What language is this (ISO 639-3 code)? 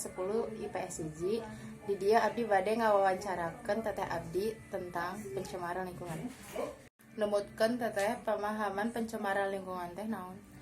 sun